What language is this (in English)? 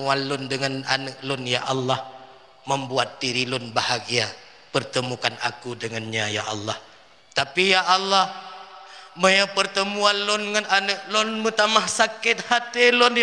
Achinese